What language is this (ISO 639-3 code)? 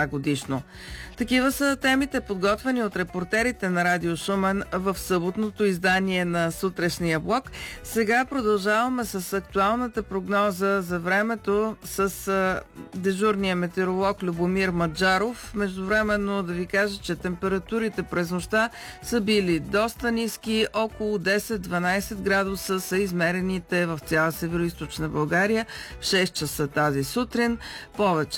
bul